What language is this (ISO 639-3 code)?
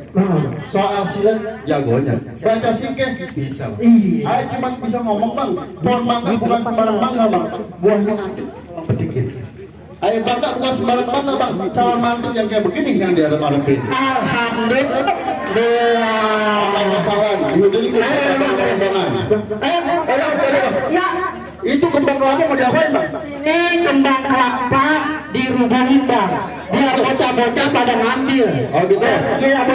bew